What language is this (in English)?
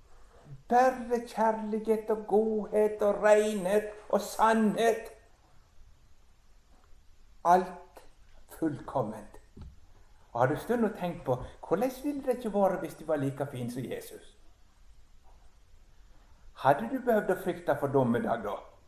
Norwegian